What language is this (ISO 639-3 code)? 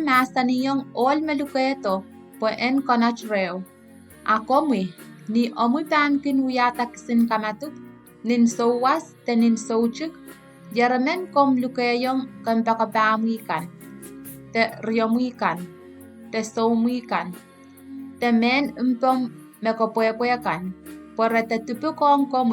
pon